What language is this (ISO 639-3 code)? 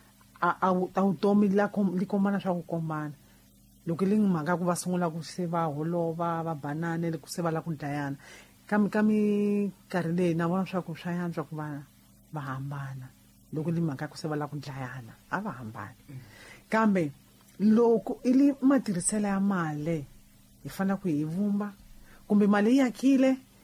tso